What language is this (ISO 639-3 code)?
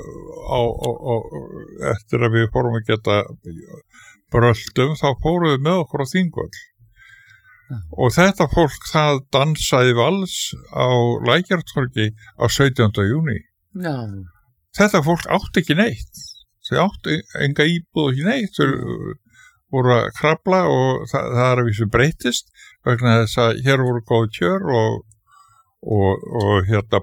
isl